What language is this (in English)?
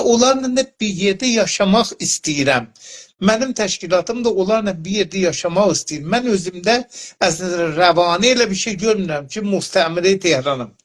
South Azerbaijani